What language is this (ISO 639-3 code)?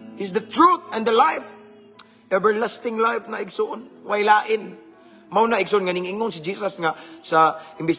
ceb